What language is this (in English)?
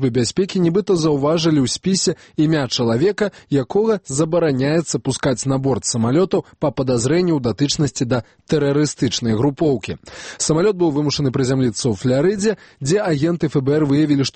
Belarusian